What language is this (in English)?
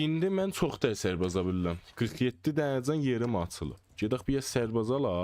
South Azerbaijani